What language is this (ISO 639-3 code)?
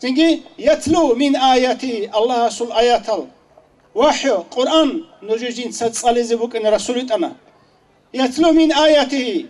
ava